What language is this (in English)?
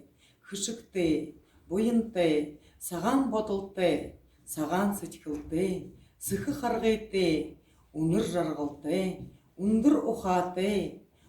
Buriat